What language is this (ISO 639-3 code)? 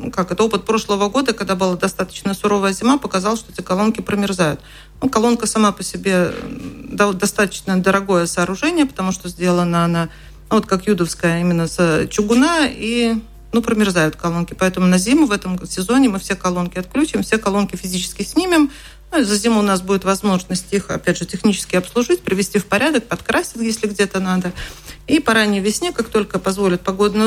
rus